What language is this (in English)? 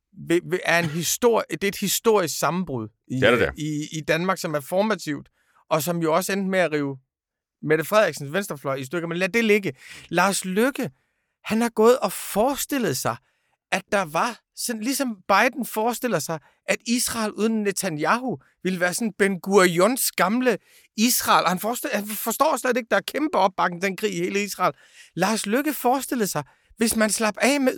Danish